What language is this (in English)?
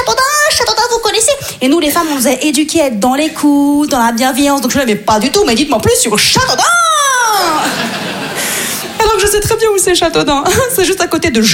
French